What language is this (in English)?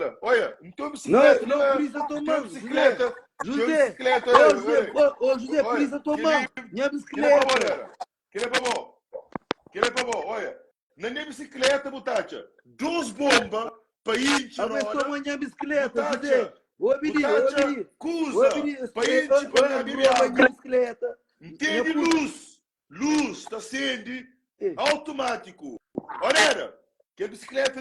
Kabuverdianu